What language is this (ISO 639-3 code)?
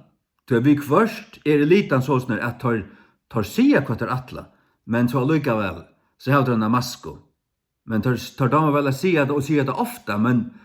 fao